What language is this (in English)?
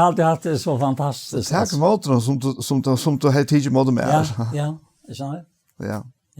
Faroese